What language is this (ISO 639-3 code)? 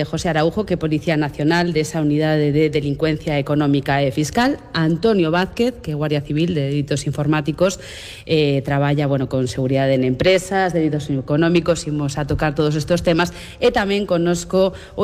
glg